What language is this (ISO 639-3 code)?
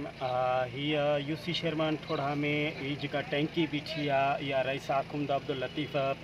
snd